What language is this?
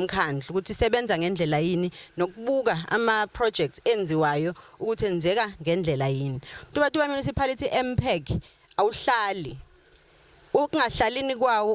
Zulu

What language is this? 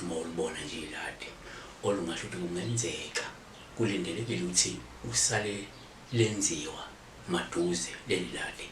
Zulu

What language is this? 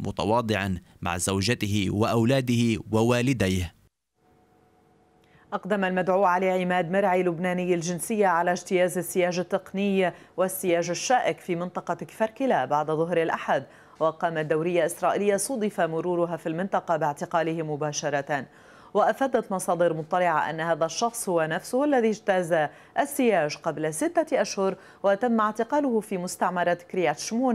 Arabic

